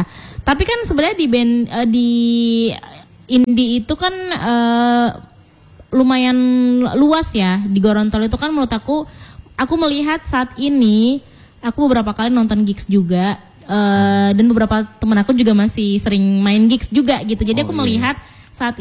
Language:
Indonesian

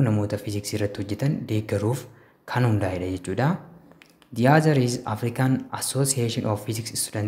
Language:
Oromo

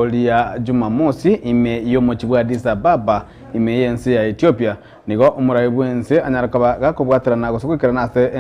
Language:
Gusii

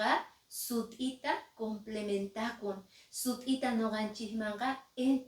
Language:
Quechua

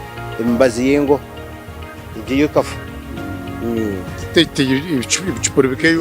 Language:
Nyankole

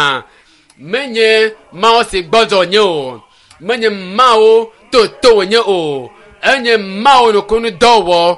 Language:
Ewe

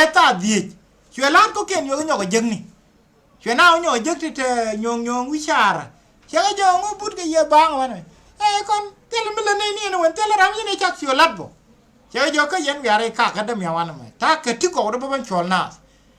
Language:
Nuer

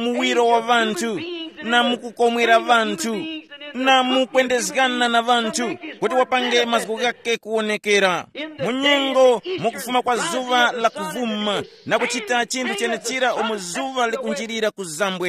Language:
Tumbuka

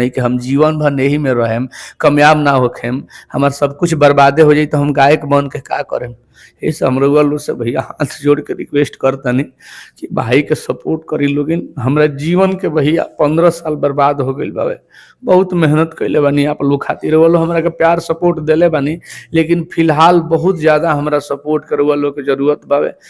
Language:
Bhojpuri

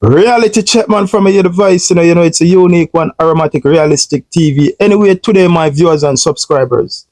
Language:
Jamaican Creole English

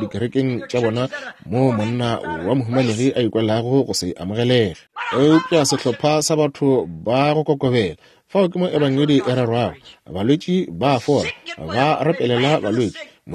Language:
Northern Sotho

